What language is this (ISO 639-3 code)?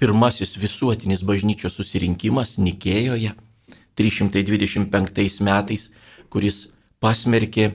lit